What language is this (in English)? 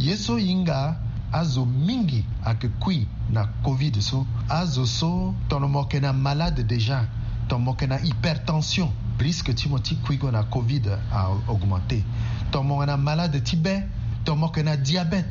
Sango